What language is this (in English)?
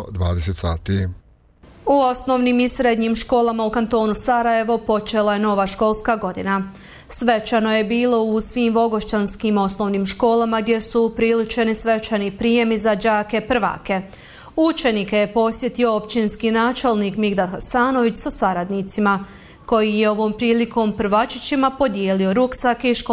Bosnian